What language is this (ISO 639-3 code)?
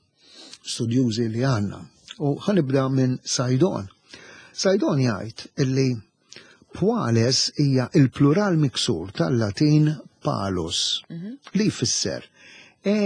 mlt